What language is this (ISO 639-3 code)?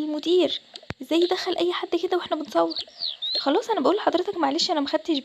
arz